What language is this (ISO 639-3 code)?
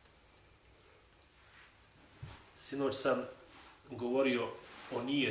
bos